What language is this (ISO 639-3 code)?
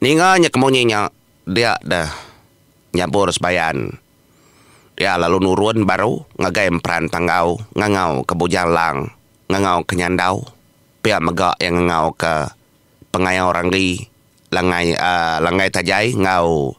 iba